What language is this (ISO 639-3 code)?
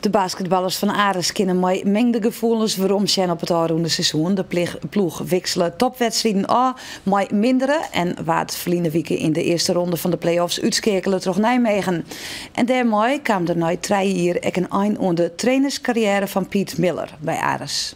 fry